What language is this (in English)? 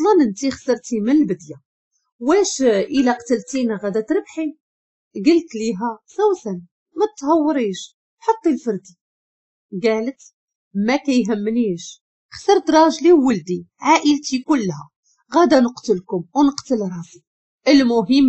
Moroccan Arabic